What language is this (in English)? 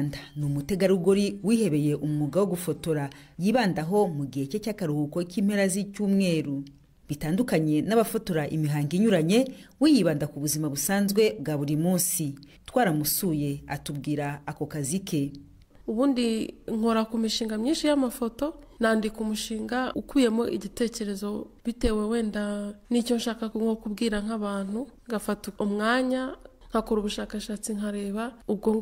Kinyarwanda